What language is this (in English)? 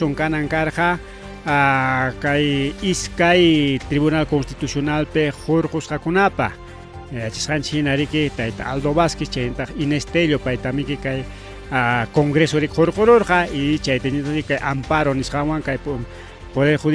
Ayacucho Quechua